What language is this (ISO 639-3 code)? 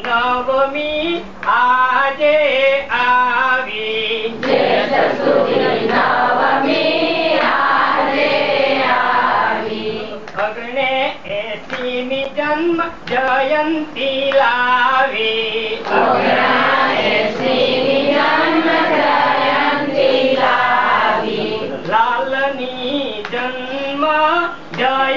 guj